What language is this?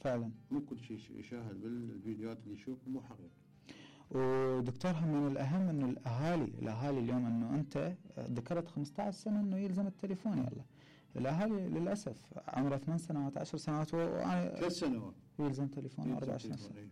Mesopotamian Arabic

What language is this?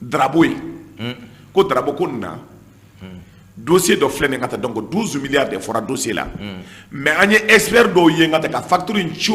Bambara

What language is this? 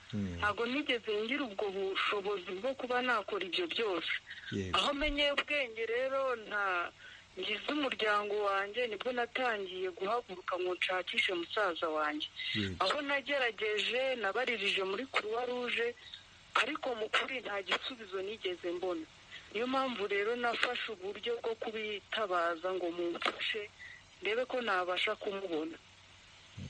Kinyarwanda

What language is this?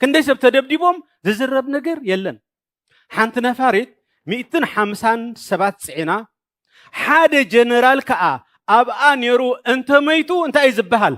Tigrinya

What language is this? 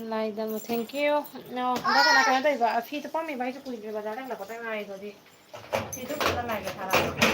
Manipuri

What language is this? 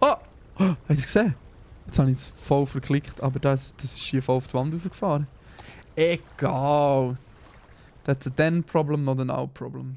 Swiss German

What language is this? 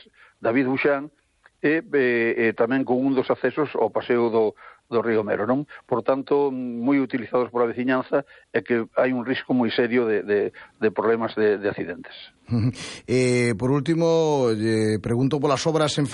Galician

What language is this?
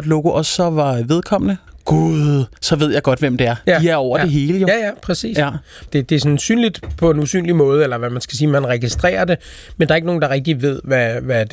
Danish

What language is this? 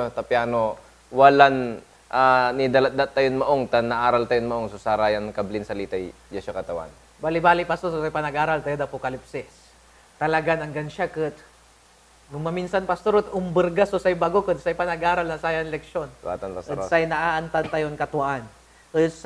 Pangasinan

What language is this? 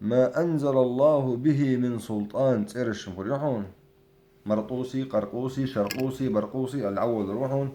Chechen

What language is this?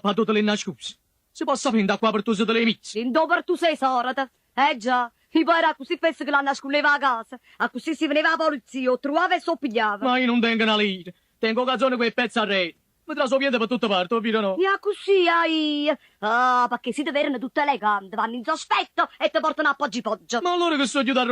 Neapolitan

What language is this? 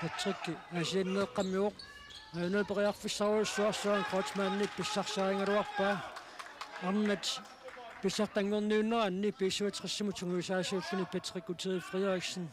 Kalaallisut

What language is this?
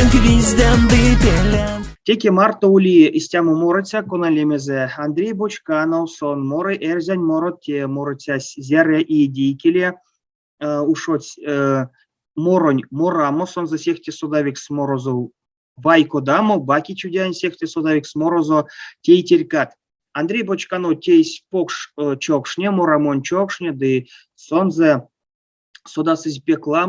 Erzya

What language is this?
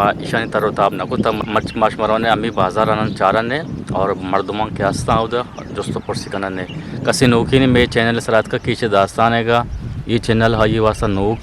Eastern Balochi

